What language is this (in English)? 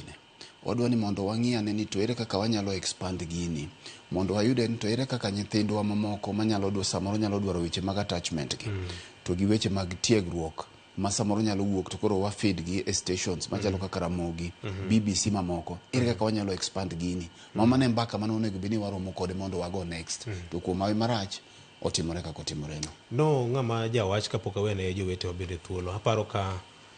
Luo (Kenya and Tanzania)